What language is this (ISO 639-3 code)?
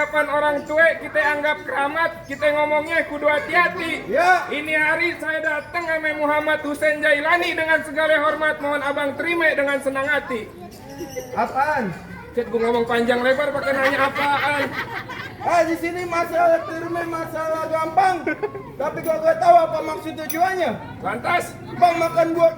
bew